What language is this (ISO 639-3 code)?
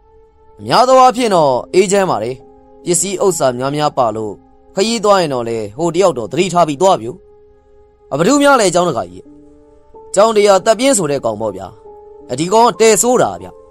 mya